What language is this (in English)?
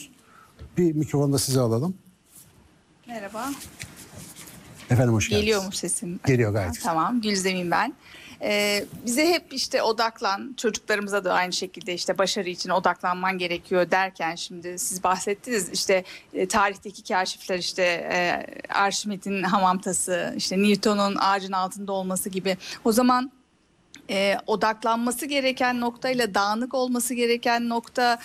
Turkish